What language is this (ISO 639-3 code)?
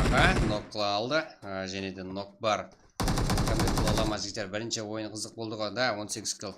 kaa